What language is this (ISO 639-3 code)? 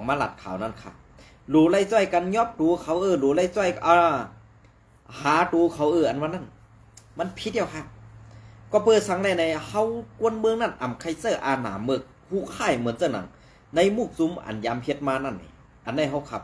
shn